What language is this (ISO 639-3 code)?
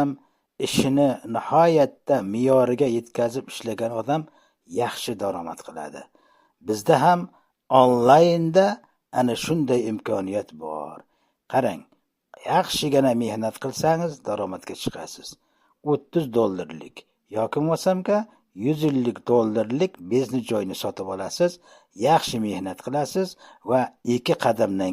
uzb